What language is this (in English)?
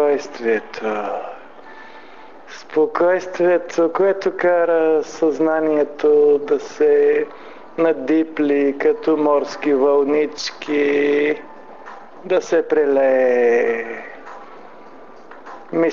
Bulgarian